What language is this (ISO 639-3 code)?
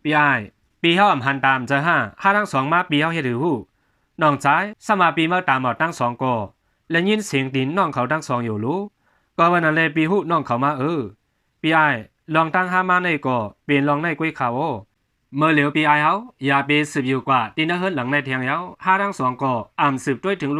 shn